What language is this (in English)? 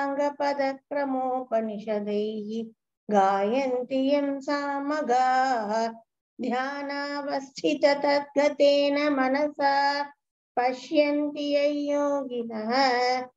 Sanskrit